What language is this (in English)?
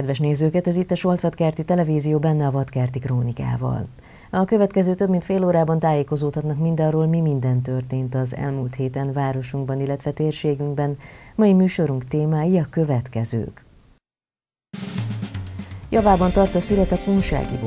Hungarian